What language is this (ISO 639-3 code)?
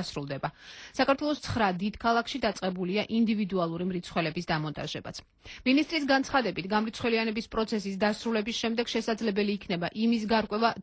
kat